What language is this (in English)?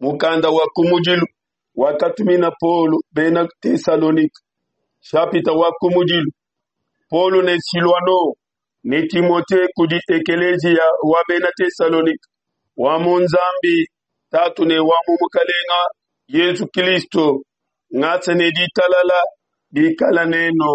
Luba-Lulua